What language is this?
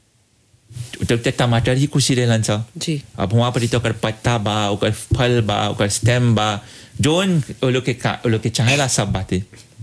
Bhojpuri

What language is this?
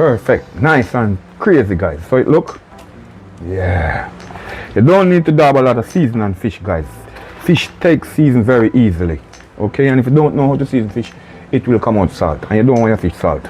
Jamaican Creole English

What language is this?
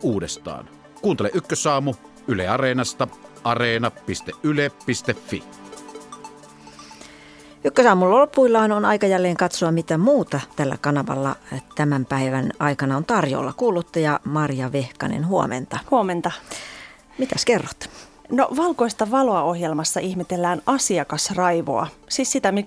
Finnish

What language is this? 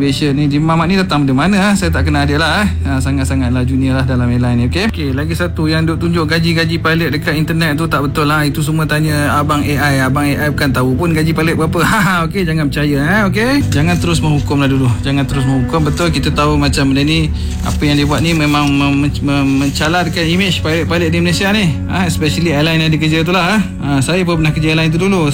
Malay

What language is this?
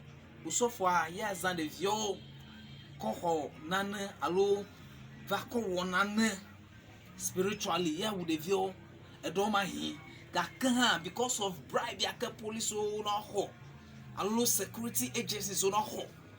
Ewe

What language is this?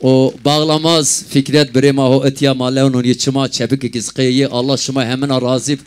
Zaza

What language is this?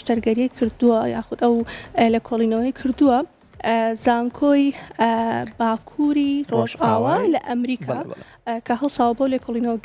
Central Kurdish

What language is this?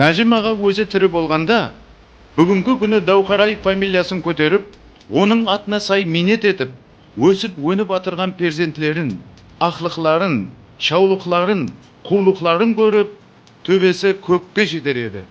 Kara-Kalpak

